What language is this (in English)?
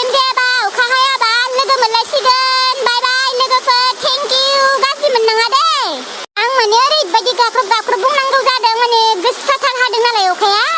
Bodo